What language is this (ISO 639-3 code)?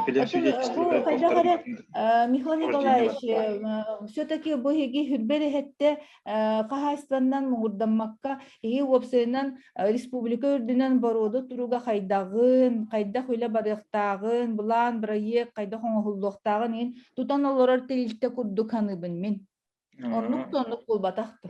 sah